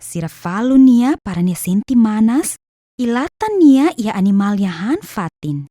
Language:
Tetum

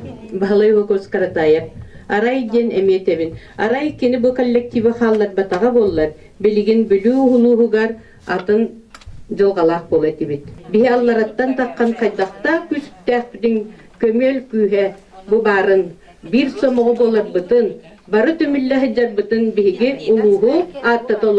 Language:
Yakut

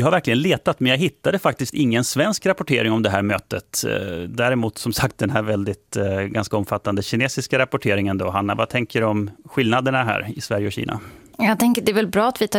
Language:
Swedish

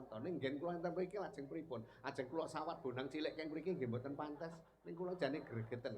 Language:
Javanese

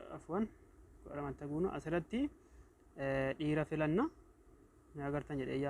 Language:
Oromo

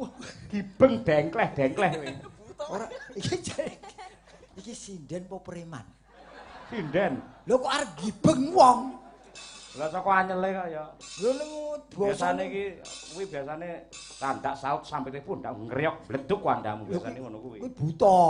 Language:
Javanese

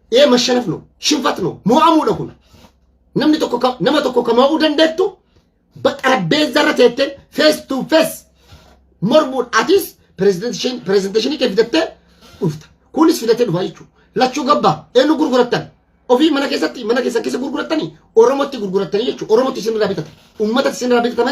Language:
Oromo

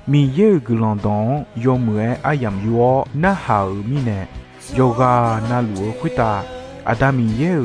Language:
Akha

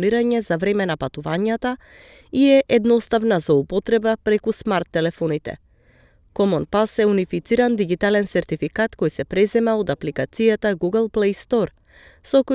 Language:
Macedonian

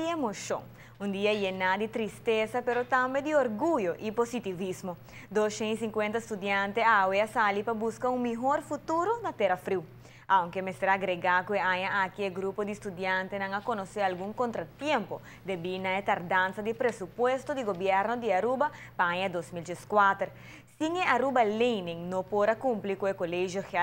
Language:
Papiamento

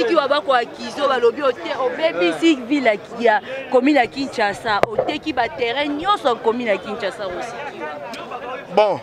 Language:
Lingala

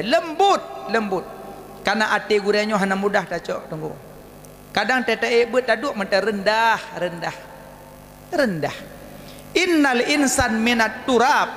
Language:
Achinese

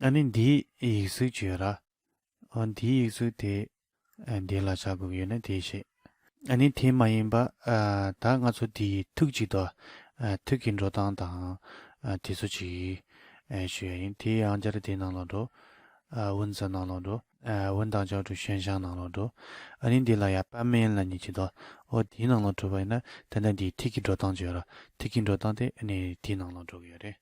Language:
Tibetan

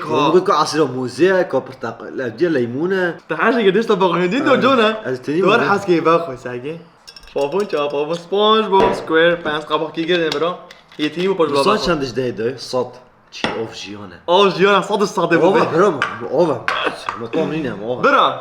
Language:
Kurdish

